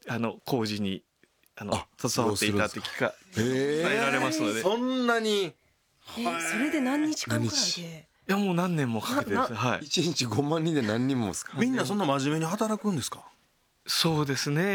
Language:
Japanese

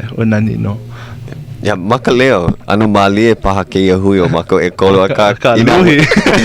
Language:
Hawaiian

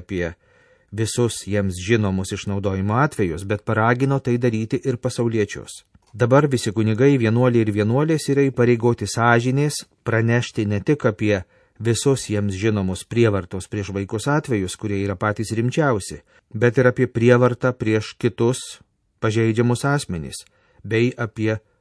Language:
Lithuanian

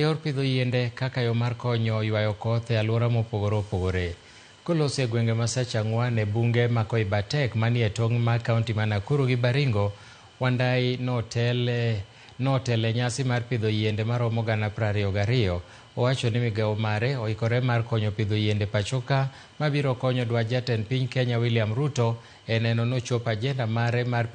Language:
Luo (Kenya and Tanzania)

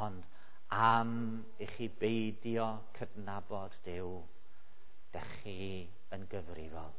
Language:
Welsh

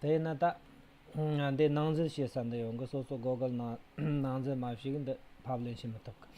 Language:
Tibetan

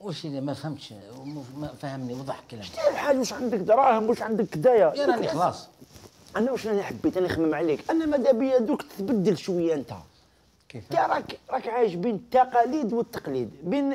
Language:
Algerian Arabic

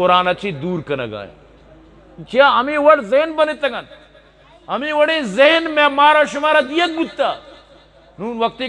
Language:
Eastern Balochi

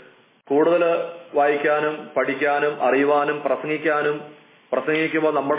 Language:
Malayalam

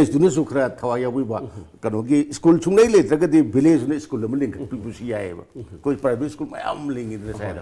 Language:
Manipuri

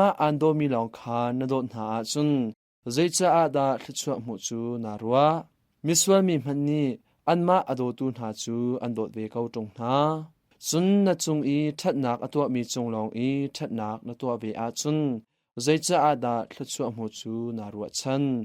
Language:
Hakha Chin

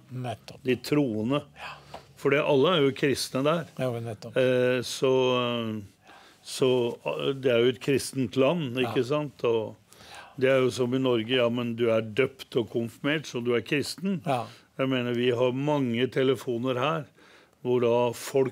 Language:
Norwegian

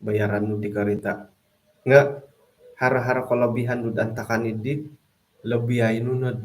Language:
Central Dusun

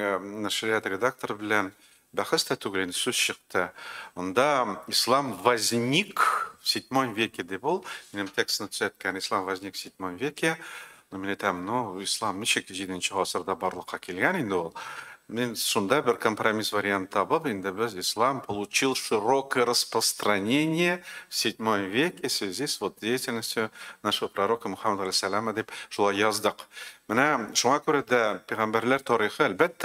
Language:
Tatar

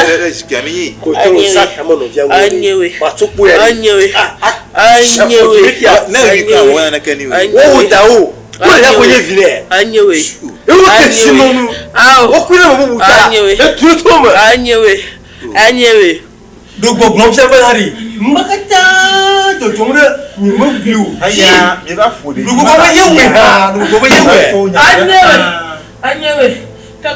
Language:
Ewe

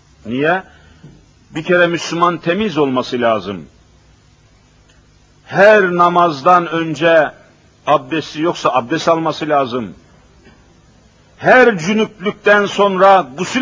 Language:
Turkish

